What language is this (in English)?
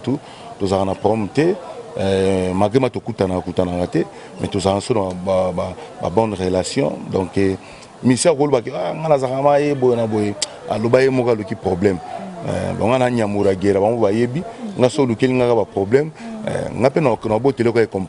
Lingala